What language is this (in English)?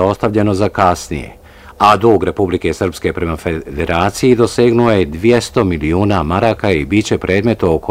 Bosnian